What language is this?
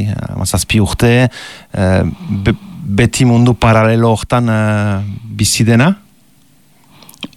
Basque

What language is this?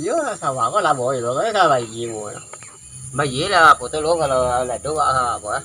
Minangkabau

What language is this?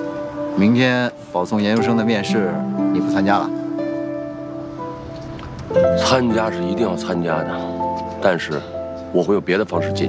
Chinese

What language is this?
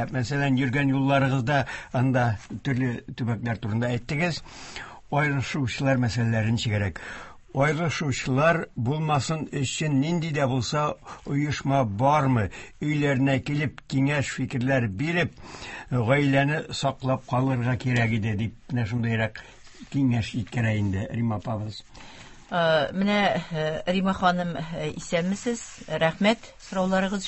Tatar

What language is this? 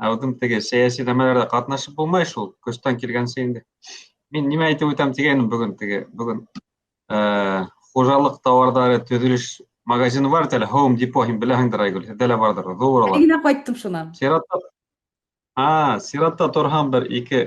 Bashkir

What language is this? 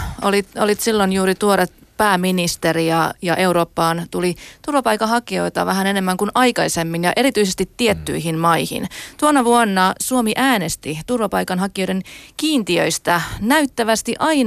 Finnish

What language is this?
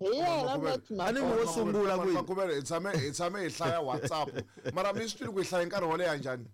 Tsonga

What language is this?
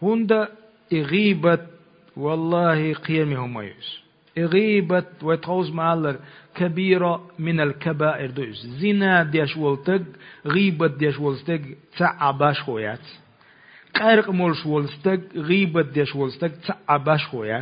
Chechen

